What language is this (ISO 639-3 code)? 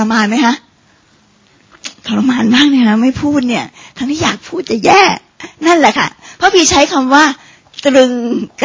tha